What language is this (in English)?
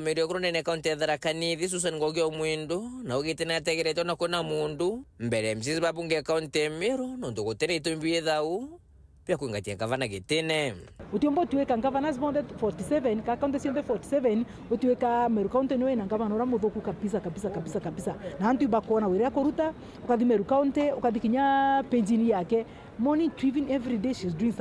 Meru